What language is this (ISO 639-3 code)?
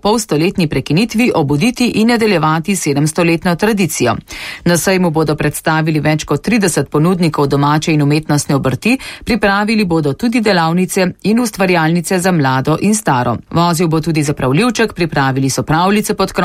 slv